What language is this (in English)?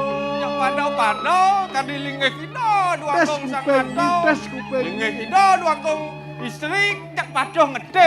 Balinese